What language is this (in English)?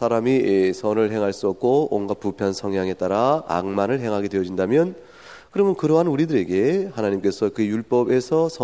Korean